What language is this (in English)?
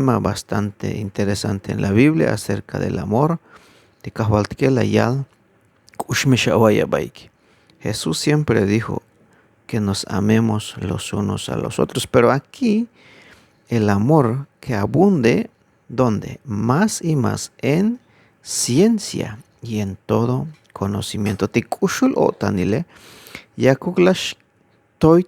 Tzeltal